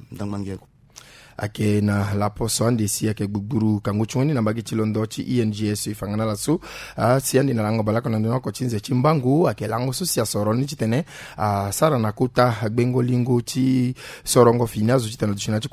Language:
Sango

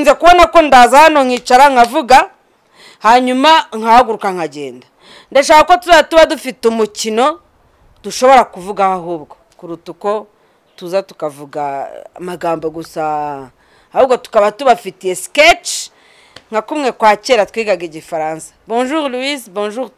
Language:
Kinyarwanda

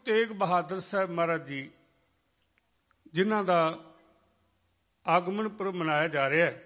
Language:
Punjabi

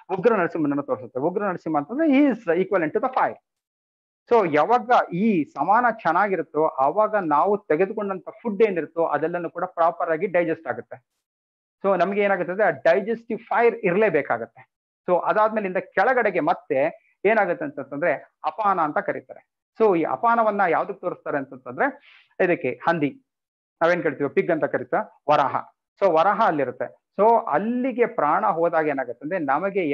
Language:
Kannada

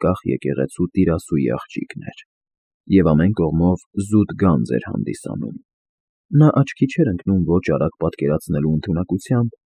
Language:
Armenian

